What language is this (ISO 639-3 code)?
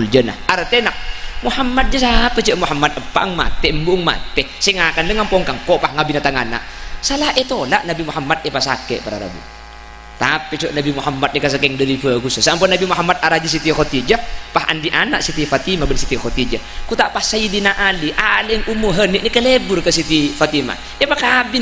mad